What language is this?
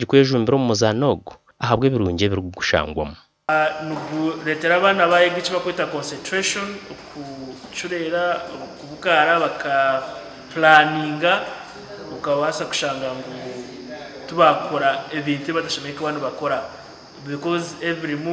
Nyankole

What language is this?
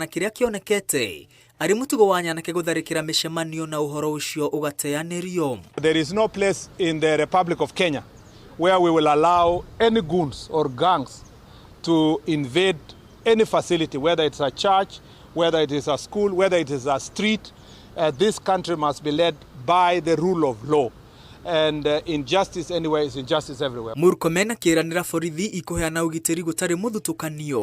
Kikuyu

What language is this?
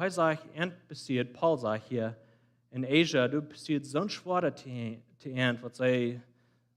Plautdietsch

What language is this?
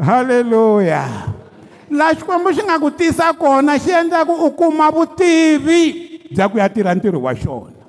Tsonga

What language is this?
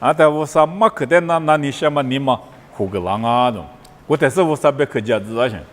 Lisu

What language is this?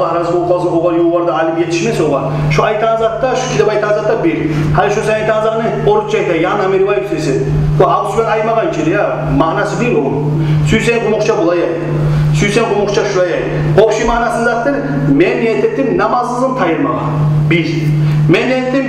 Kumyk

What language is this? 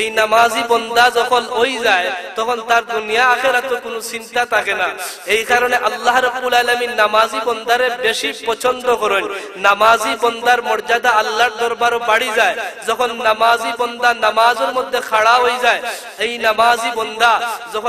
Sylheti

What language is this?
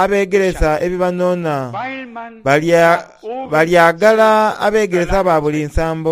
Soga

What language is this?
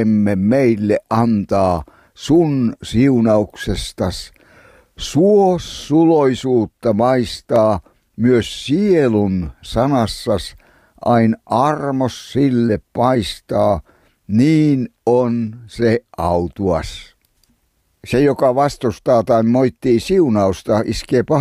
Finnish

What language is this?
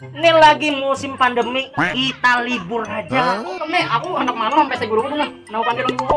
Banjar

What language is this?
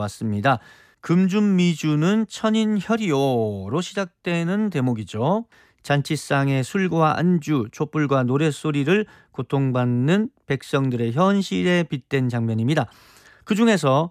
Korean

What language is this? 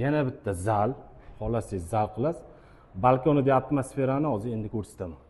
Uzbek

